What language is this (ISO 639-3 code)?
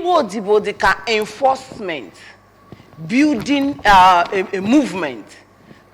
ibo